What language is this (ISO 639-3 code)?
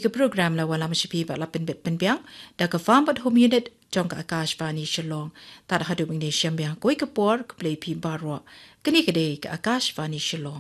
kha